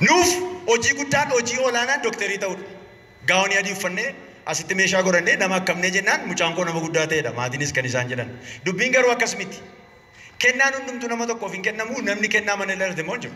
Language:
Oromo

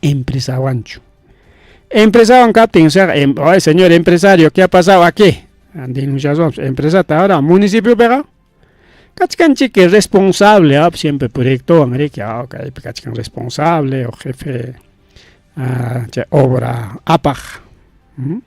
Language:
Ayacucho Quechua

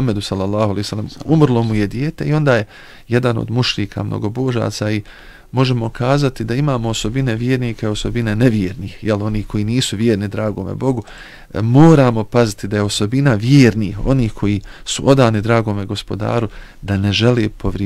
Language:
Bosnian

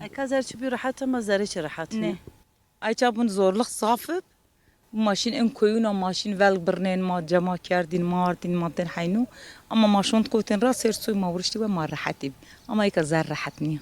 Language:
Kurdish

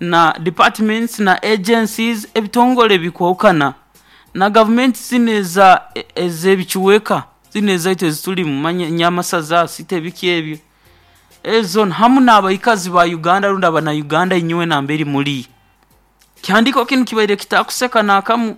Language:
Nyoro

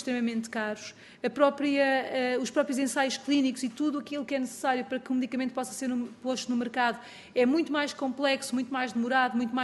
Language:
Portuguese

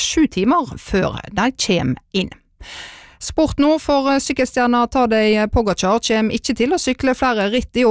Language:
Norwegian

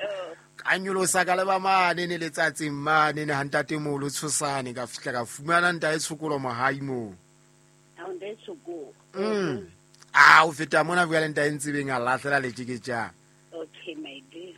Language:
Southern Sotho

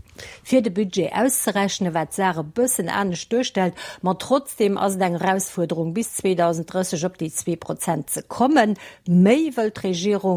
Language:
Luxembourgish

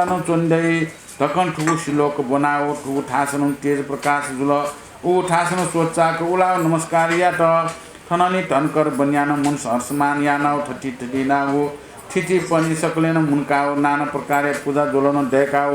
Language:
Newari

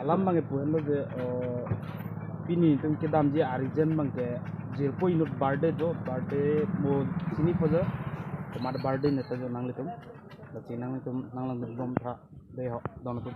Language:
Karbi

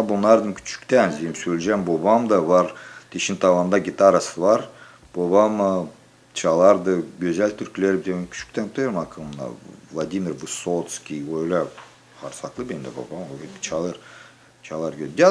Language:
Gagauz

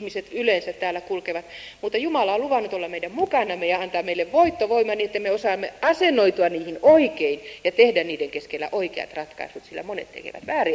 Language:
Finnish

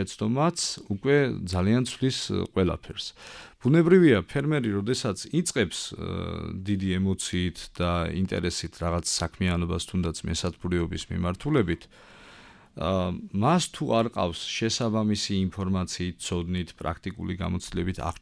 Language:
Georgian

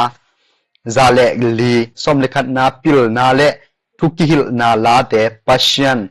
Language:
Tedim Chin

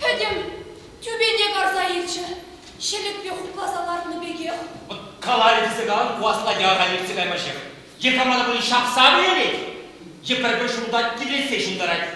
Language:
Chuvash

